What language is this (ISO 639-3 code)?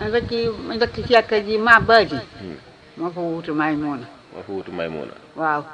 wol